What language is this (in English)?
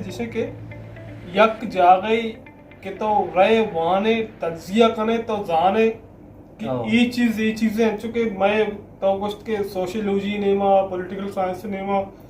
Baluchi